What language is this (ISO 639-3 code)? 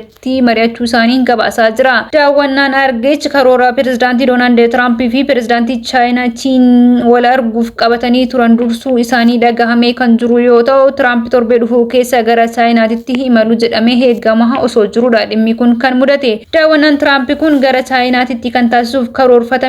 orm